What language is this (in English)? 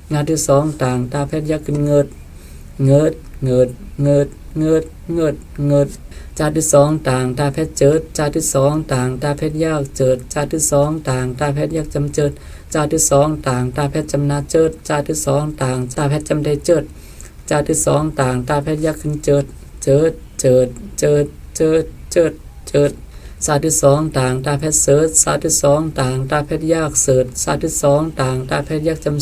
Shan